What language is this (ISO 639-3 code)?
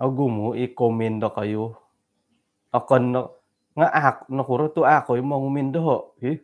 dtp